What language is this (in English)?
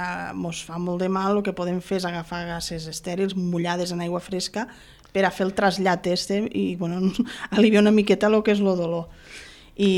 Catalan